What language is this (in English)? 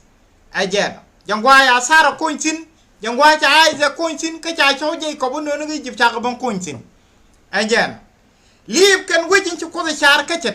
Nuer